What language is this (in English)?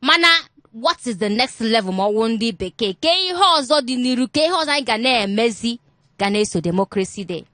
Igbo